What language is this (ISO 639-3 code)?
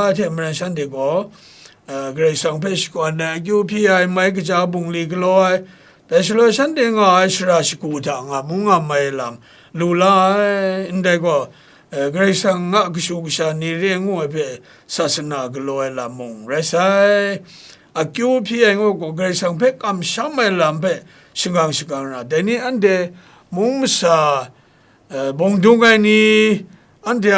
kac